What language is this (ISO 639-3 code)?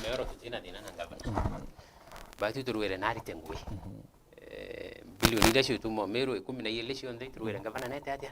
mer